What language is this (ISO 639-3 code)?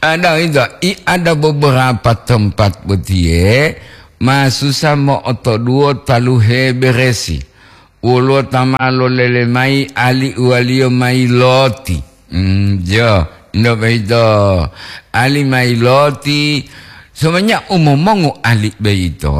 gor